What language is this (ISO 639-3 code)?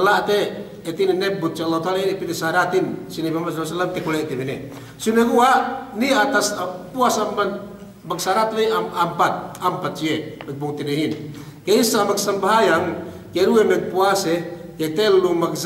yka